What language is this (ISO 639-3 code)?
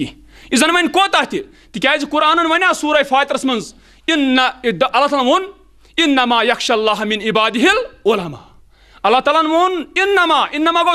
kas